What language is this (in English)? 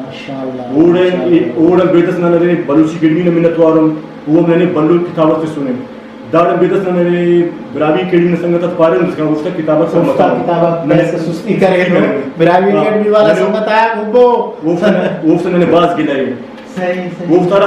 Brahui